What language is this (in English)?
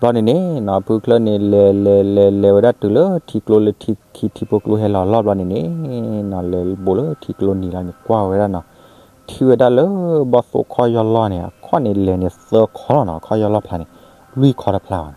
S'gaw Karen